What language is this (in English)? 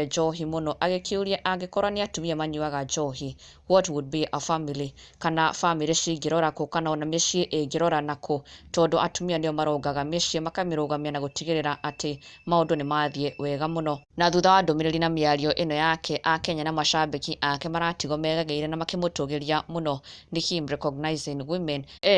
Kikuyu